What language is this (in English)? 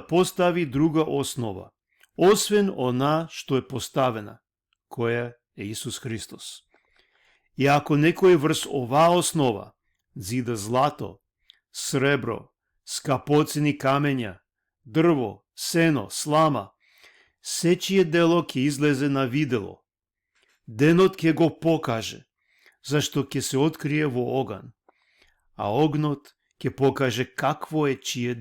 Balkan Romani